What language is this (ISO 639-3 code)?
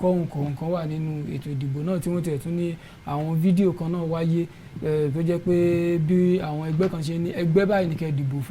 yor